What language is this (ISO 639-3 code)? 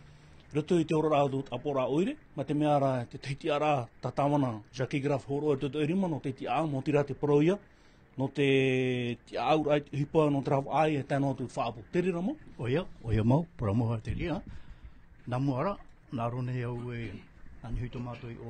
tah